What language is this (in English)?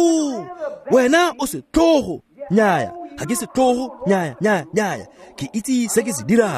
Tswana